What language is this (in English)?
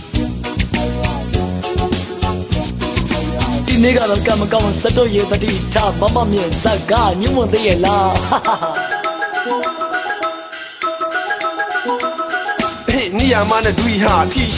Burmese